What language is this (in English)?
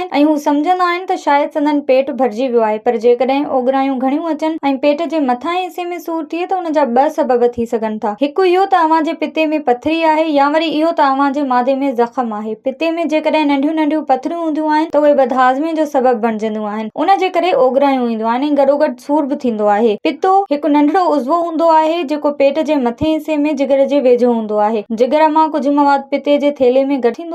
Sindhi